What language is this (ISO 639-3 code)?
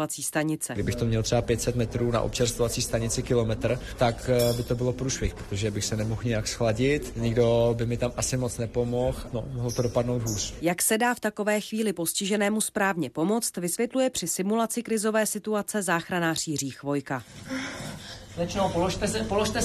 ces